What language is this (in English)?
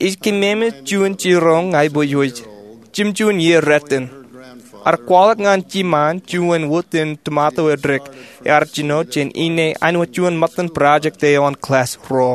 Marshallese